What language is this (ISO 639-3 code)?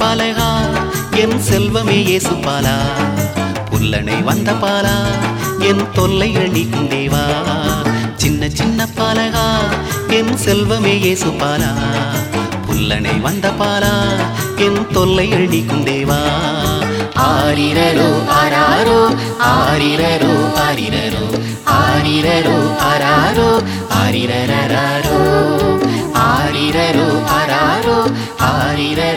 tam